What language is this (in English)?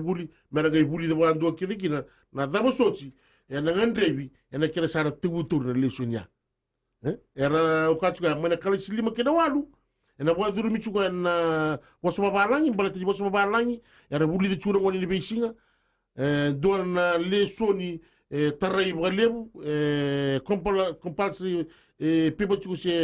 Fijian